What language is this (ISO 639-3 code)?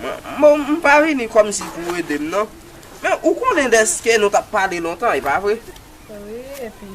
hat